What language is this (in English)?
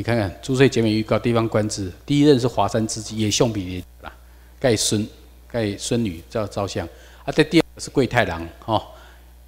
Chinese